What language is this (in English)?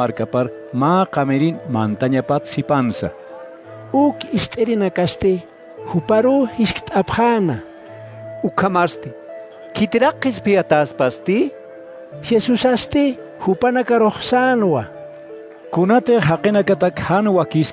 Aymara